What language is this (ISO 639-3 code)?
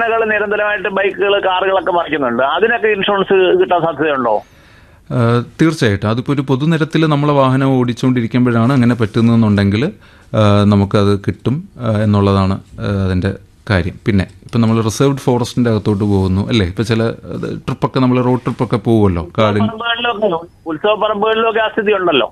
mal